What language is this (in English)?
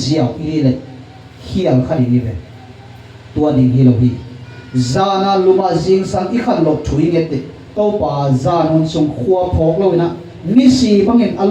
Tedim Chin